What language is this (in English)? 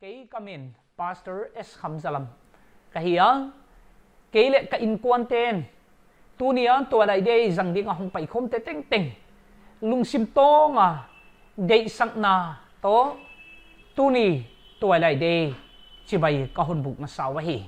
Paite Chin